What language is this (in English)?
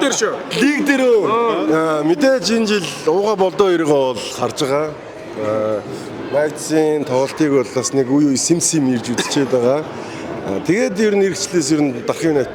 Mongolian